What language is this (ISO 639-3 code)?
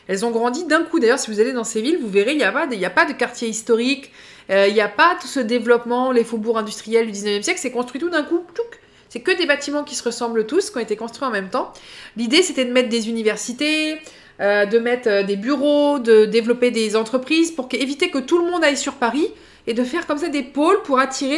fra